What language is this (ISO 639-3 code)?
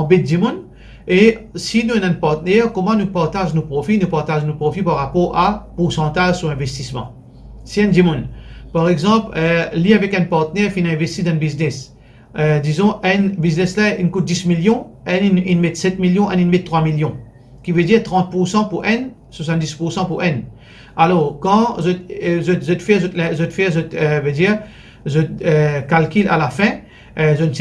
mfe